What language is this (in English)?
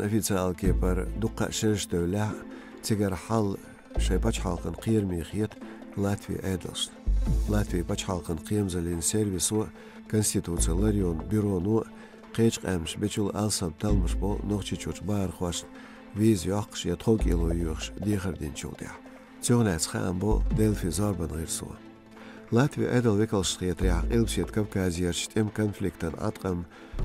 Chechen